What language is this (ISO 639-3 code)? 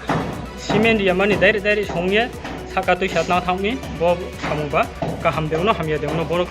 ria